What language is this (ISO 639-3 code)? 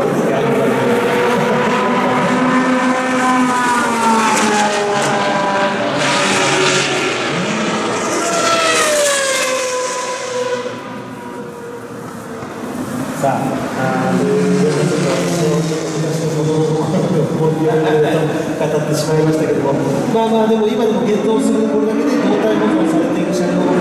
jpn